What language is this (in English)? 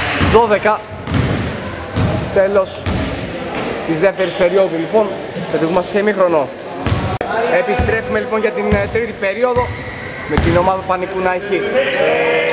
Greek